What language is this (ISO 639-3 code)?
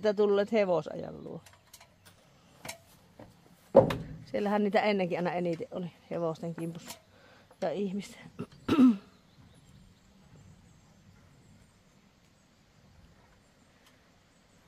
fin